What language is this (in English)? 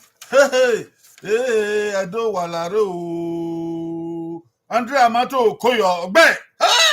Bini